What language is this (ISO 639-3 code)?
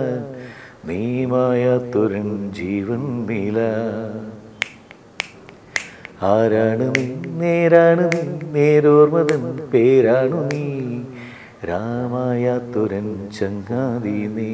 mal